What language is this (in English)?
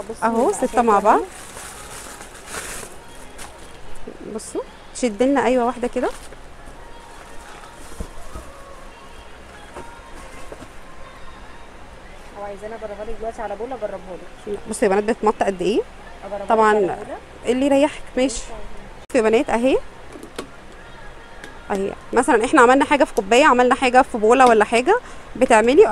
Egyptian Arabic